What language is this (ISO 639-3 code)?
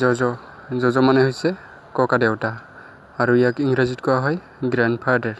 asm